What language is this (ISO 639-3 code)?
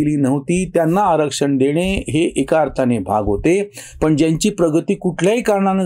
mar